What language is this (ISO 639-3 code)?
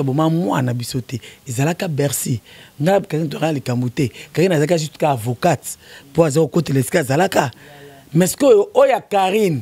lin